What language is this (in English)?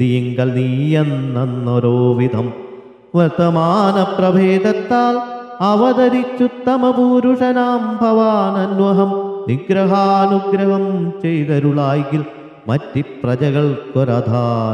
Malayalam